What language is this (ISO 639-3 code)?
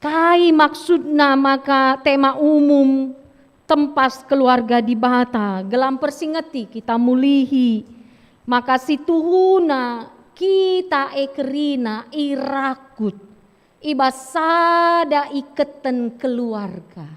btx